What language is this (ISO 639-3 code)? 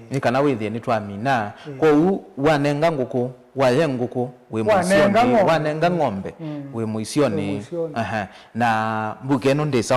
kam